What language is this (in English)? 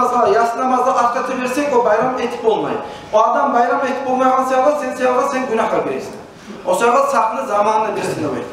Kumyk